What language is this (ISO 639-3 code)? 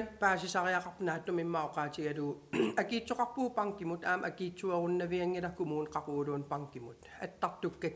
kal